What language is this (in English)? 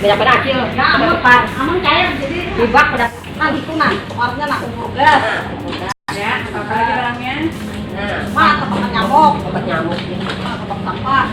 Banjar